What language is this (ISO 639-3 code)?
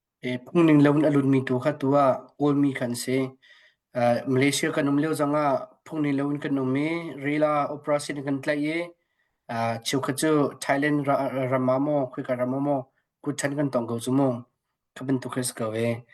cnh